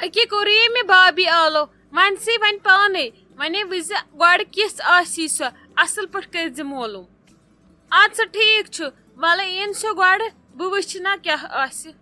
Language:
Kashmiri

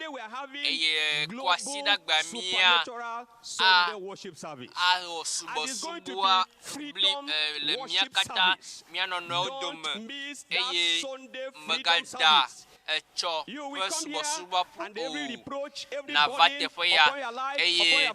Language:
Ewe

